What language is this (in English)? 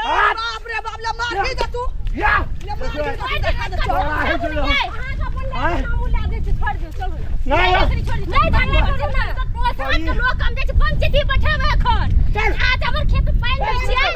Maithili